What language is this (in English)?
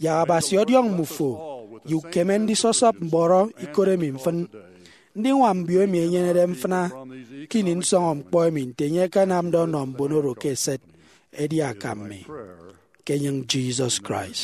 Efik